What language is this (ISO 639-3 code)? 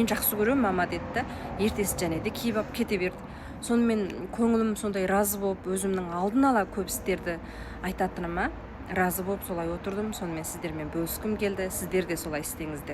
kaz